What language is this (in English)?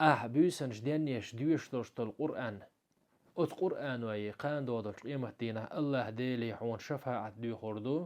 Chechen